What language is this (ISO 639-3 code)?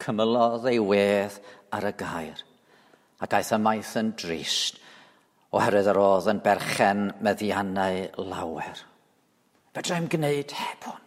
cym